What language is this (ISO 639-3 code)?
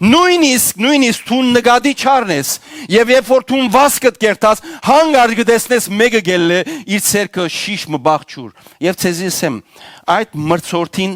hyw